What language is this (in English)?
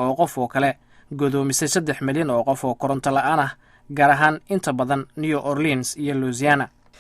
Somali